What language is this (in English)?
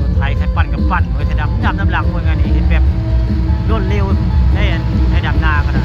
Northeastern Thai